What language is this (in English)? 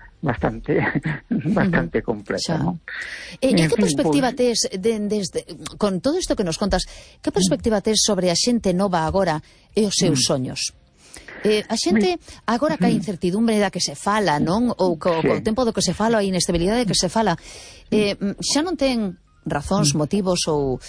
Galician